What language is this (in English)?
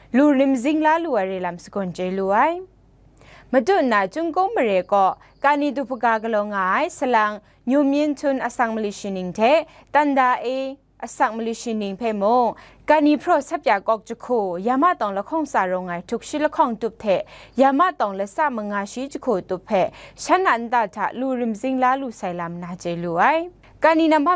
Kachin